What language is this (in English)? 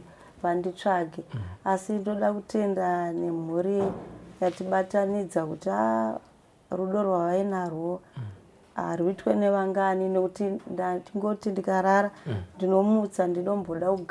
Shona